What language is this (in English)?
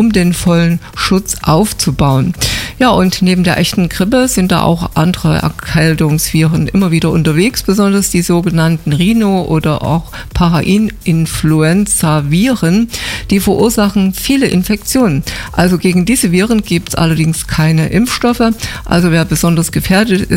German